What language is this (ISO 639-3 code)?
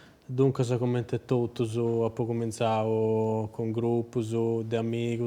srd